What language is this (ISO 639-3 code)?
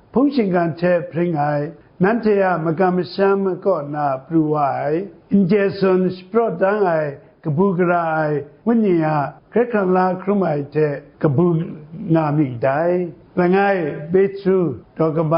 kac